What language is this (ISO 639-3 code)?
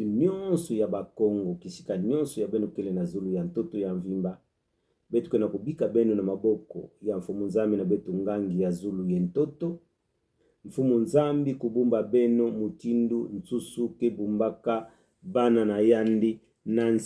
ktu